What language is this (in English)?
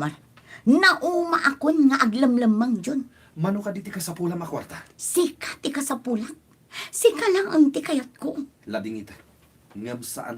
Iloko